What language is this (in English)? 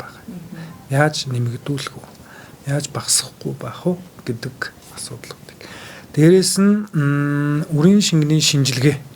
Mongolian